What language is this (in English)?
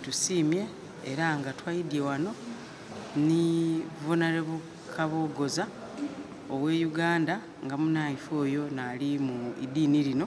Soga